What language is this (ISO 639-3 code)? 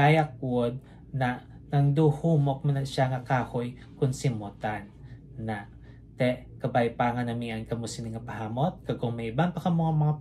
hil